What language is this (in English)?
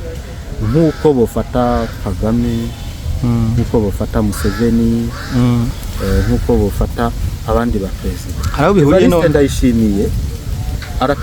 Rundi